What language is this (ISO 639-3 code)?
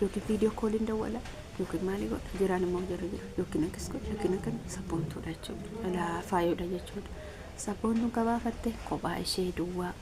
orm